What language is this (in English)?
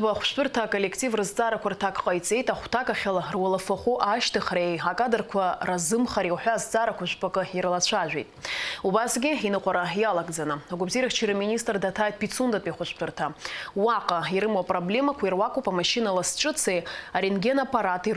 Abkhazian